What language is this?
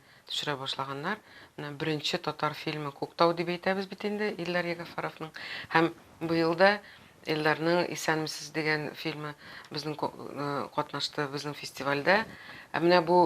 Tatar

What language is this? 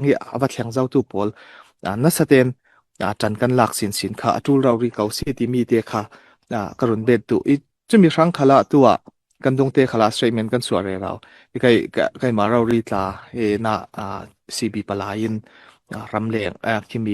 Falam Chin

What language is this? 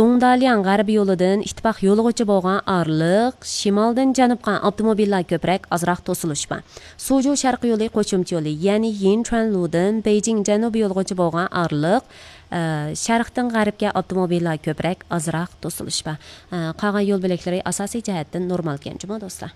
Uyghur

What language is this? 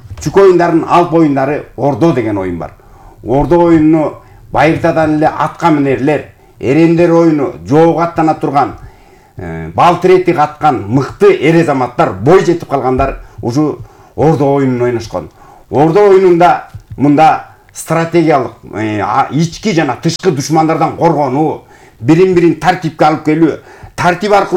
Kyrgyz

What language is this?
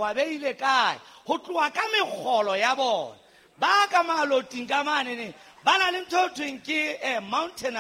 Southern Sotho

